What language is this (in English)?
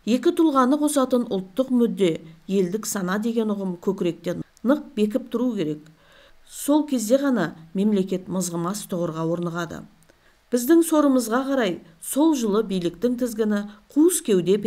Kazakh